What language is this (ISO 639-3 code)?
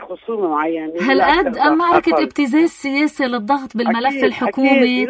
apc